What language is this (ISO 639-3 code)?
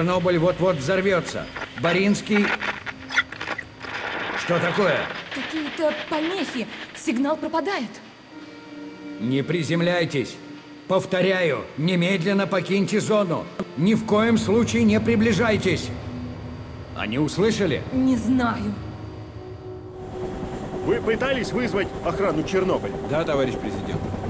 rus